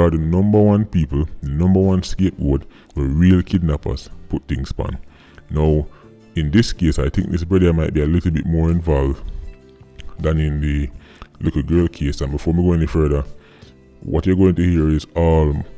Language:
Jamaican Creole English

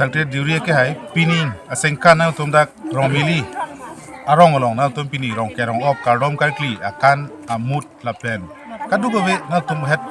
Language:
Karbi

